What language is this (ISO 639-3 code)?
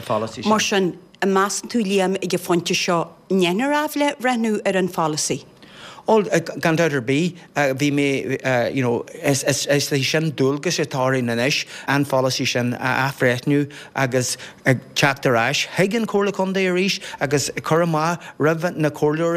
gle